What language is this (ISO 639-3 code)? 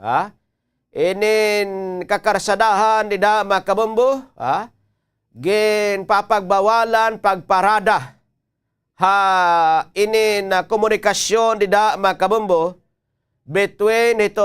war